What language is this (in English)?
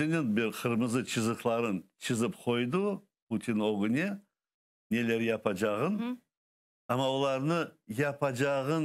Crimean Tatar